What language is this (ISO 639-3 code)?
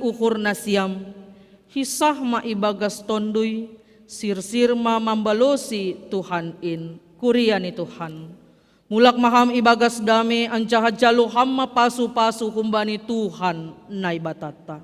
bts